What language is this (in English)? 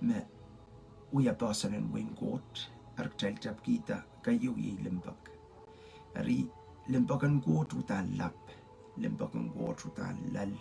Pohnpeian